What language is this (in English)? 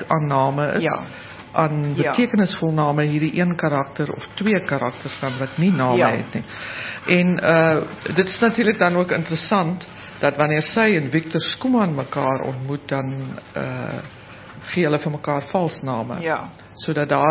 Afrikaans